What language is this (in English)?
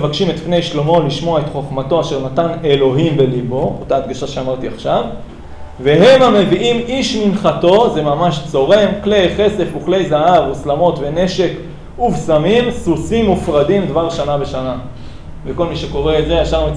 Hebrew